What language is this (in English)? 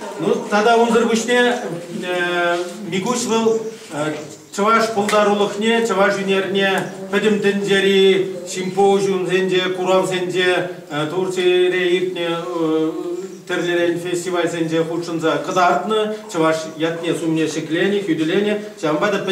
Chuvash